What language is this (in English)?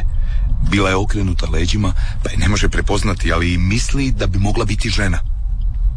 Croatian